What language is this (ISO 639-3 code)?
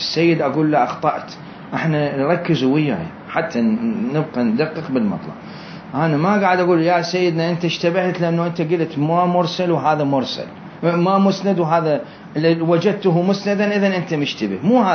acm